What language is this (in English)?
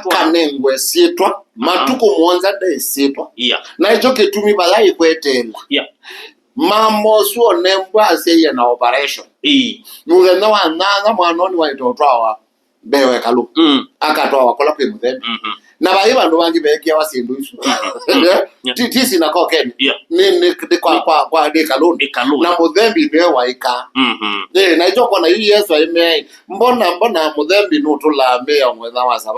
Kamba